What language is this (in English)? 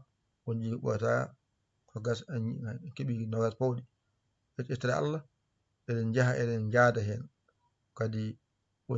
Fula